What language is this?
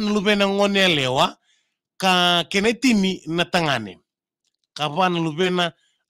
Fijian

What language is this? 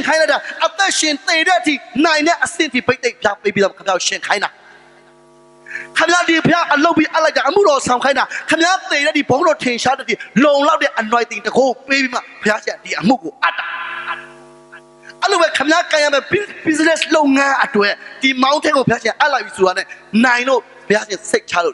Burmese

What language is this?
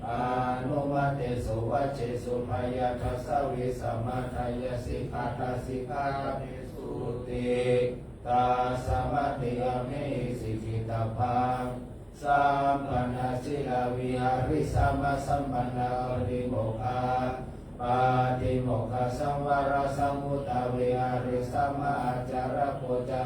Pali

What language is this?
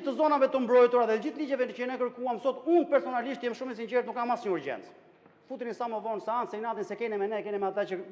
Albanian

